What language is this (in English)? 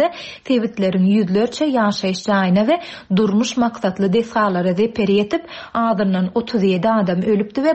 Turkmen